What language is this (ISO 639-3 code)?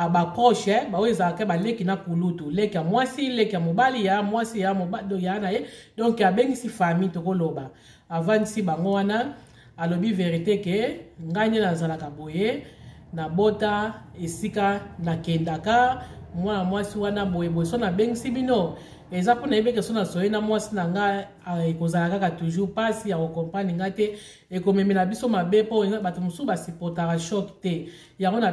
lin